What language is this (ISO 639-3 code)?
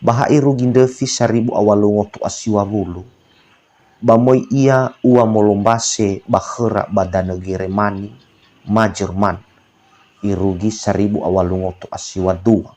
nia